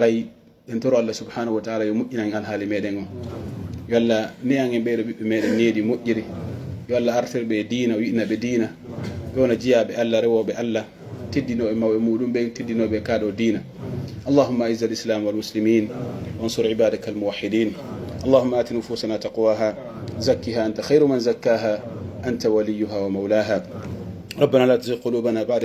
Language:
Pular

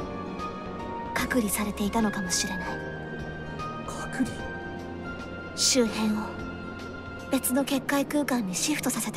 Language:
Japanese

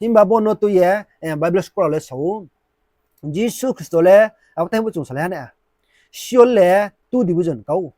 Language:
Riang (India)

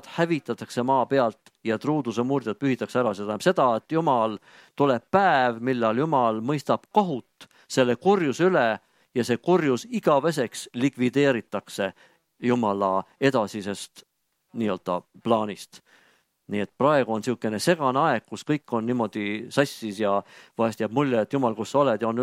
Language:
Estonian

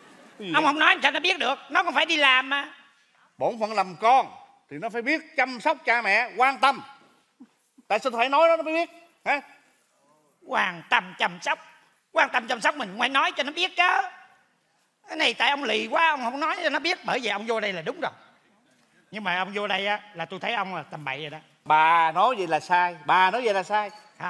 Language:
Vietnamese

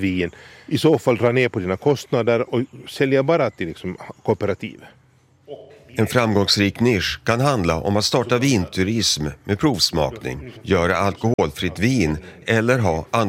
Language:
Swedish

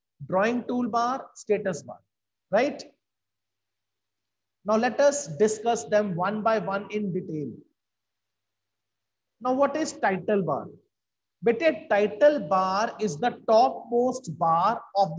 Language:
English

